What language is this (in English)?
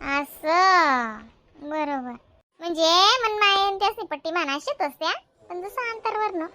Khandesi